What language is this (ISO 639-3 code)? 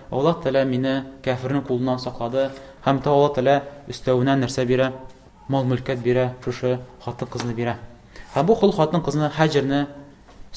tat